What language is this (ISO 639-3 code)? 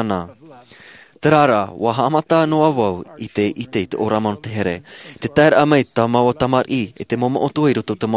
tah